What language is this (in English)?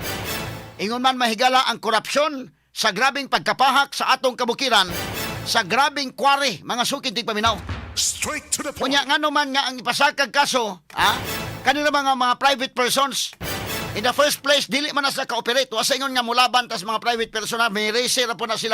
Cebuano